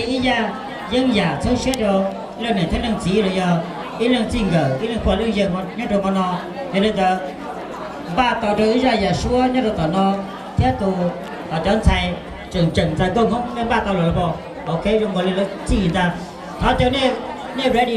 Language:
Hmong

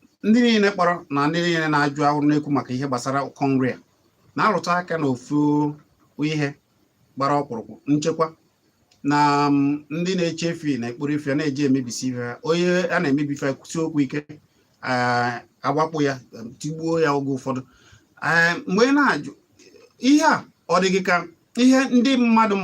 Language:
Igbo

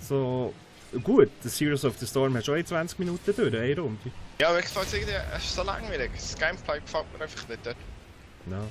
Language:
Swiss German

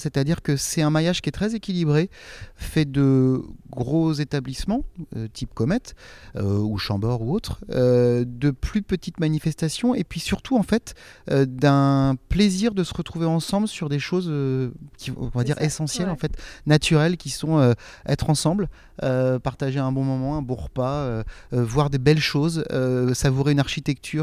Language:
French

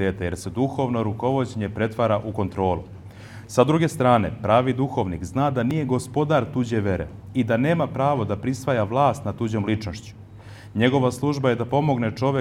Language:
Serbian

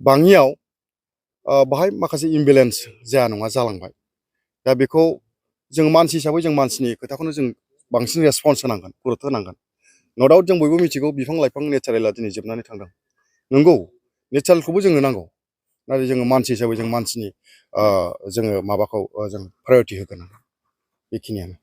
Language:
Bodo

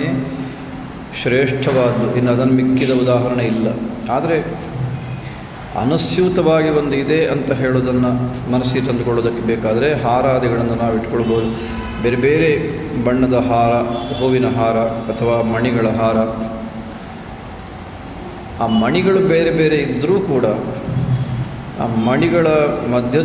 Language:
Kannada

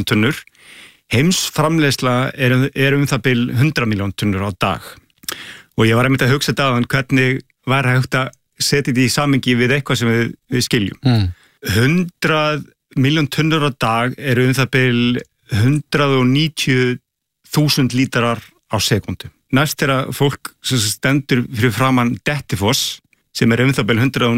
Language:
Icelandic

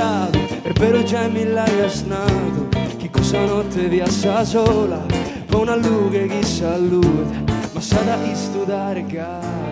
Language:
Sardinian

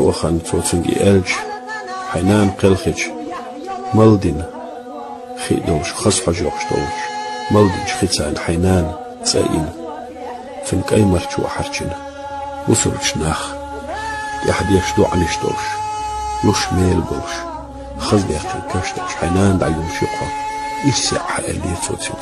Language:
Chechen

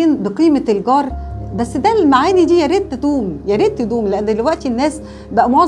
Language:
Egyptian Arabic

